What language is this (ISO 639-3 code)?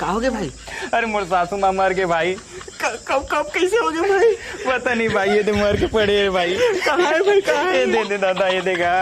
hne